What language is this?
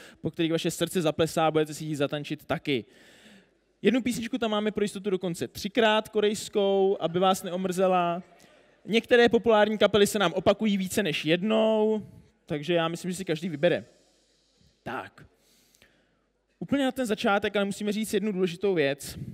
Czech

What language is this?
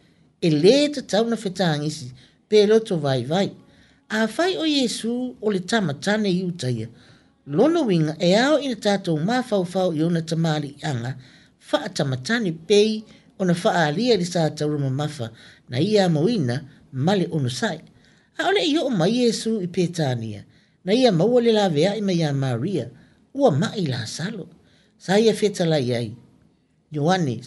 Samoan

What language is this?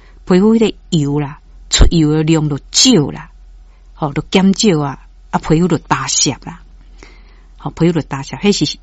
Min Nan Chinese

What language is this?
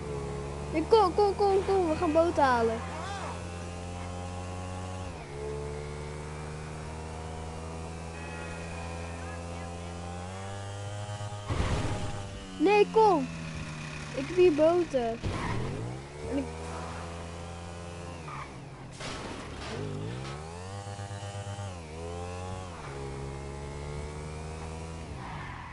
Dutch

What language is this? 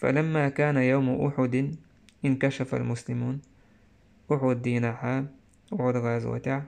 Chechen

